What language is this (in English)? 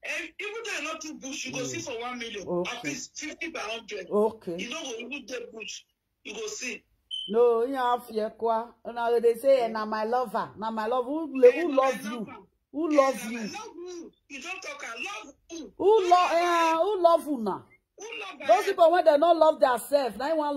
Nigerian Pidgin